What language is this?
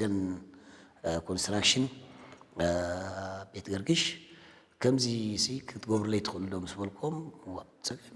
Tigrinya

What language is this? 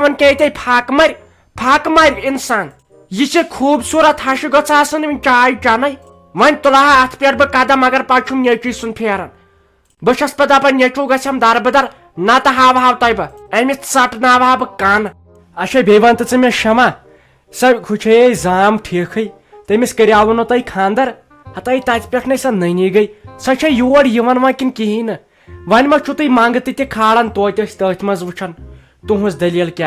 Kashmiri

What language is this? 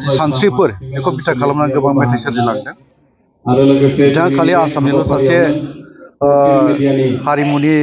Bodo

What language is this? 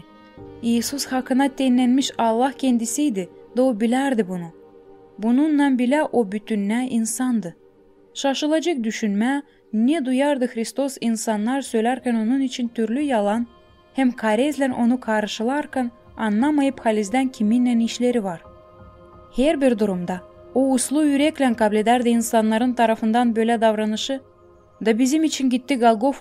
Gagauz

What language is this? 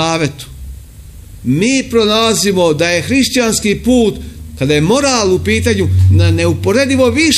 Serbian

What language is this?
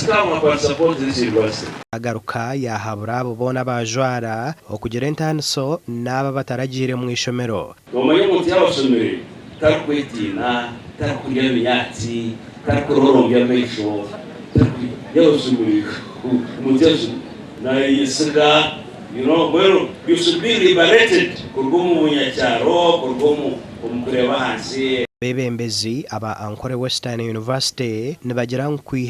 Nyankole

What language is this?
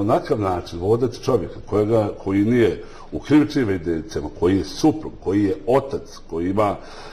Bosnian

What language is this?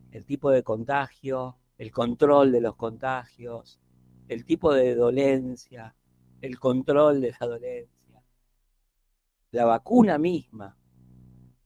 Spanish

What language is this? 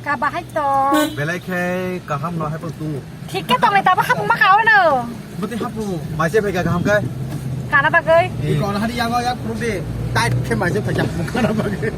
Kok Borok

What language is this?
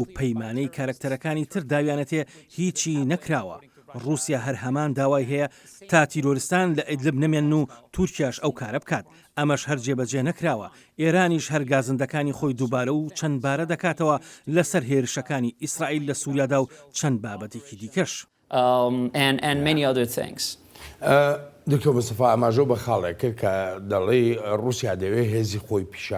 Central Kurdish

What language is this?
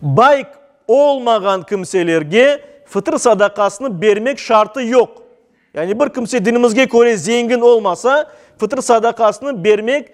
Crimean Tatar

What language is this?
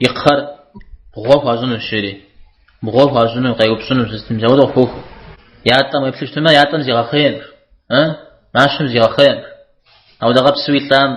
Kabardian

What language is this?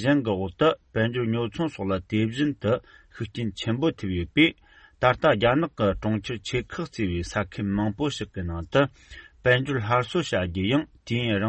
Tibetan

